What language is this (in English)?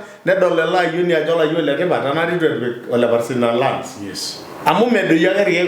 Masai